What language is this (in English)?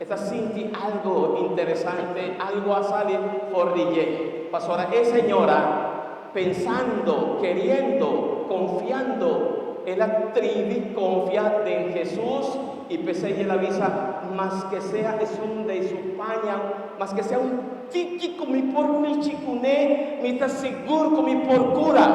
Papiamento